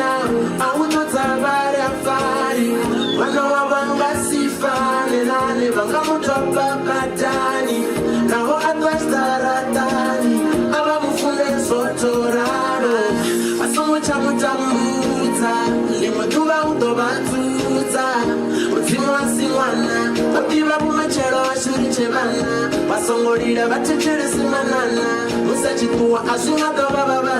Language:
Venda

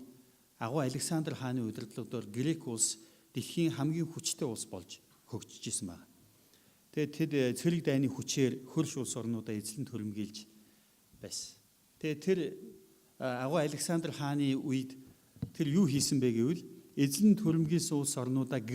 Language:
Mongolian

